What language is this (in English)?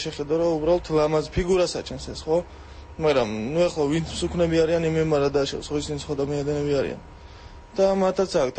Georgian